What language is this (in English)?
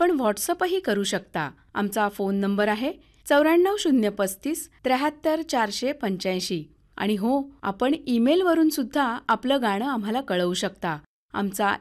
Marathi